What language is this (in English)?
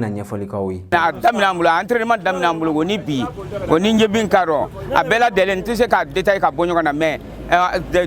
Bambara